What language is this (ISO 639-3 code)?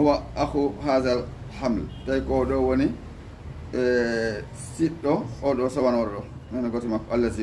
ful